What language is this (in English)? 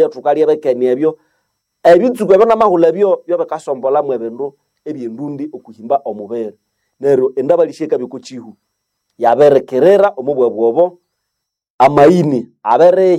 Nande